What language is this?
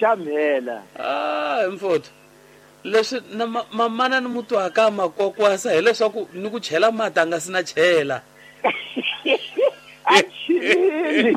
Tsonga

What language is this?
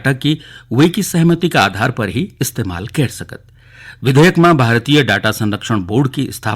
Garhwali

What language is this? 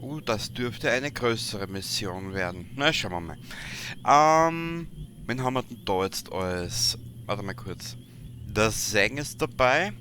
Bavarian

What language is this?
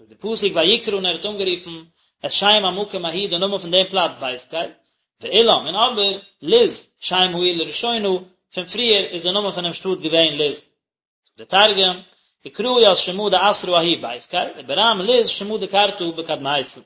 Yiddish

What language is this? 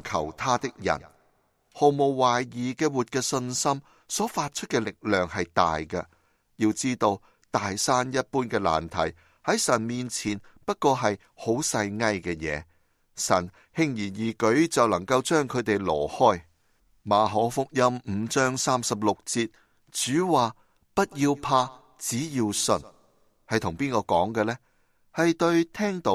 Cantonese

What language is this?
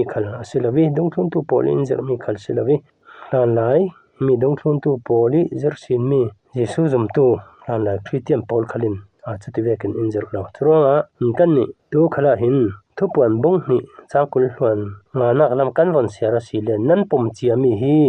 Falam Chin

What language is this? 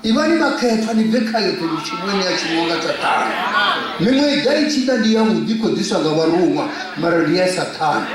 Venda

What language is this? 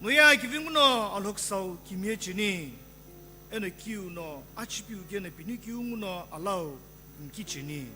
Sumi Naga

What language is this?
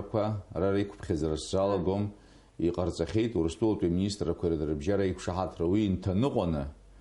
Abkhazian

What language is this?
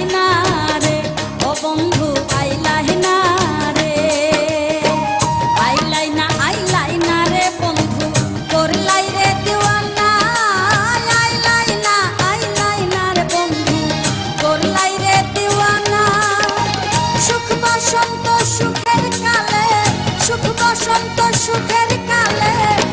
Bangla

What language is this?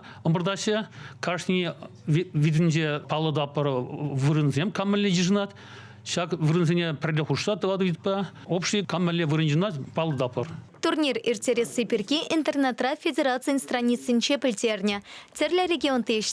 Chuvash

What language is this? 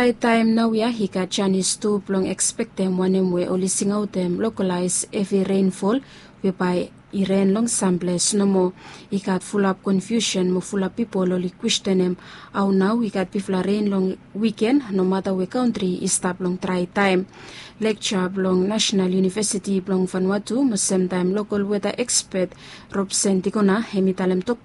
Bislama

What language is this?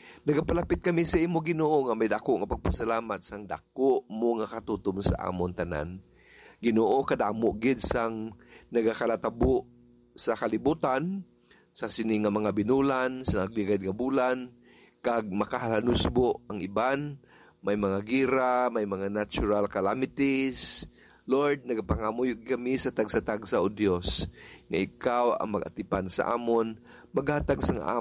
Hiligaynon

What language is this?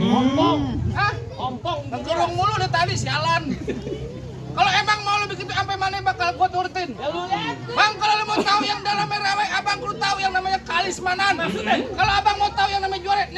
Betawi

